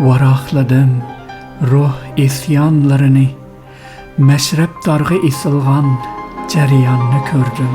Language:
Uyghur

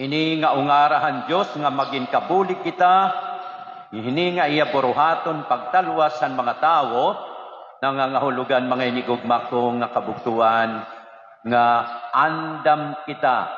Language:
Waray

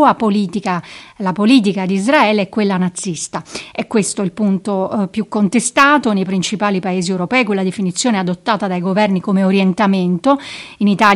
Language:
Italian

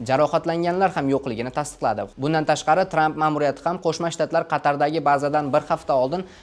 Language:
Uzbek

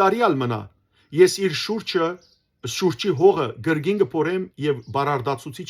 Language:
Western Armenian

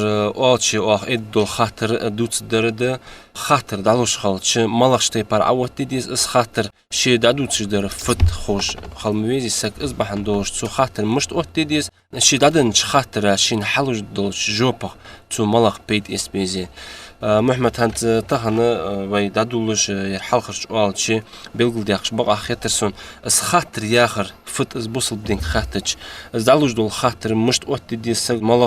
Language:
Ingush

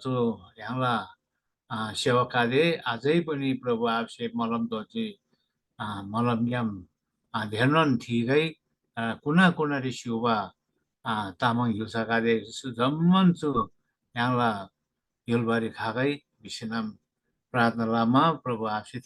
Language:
Eastern Tamang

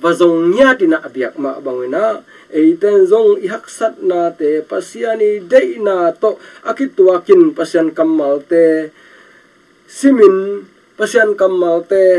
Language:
Tedim Chin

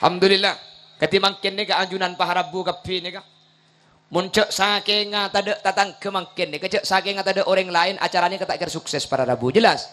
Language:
Madurese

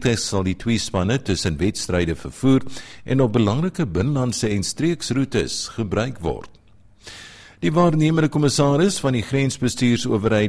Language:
Afrikaans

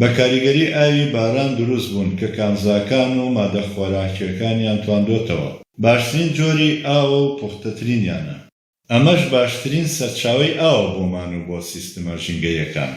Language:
Central Kurdish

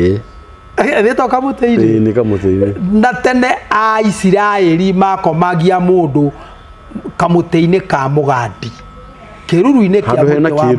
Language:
Kikuyu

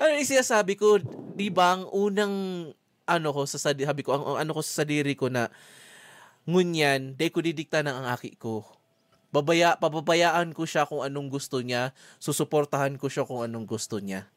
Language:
Bikol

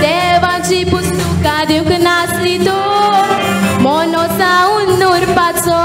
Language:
Konkani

